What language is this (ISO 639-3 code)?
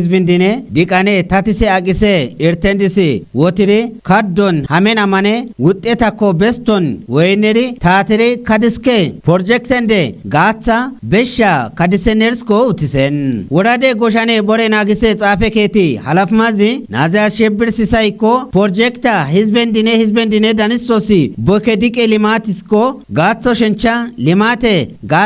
kbr